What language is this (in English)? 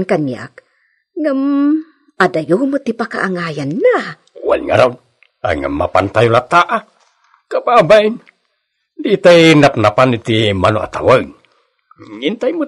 Iloko